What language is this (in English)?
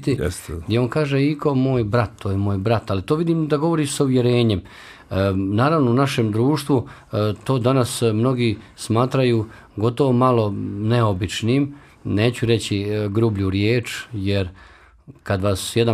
Bosnian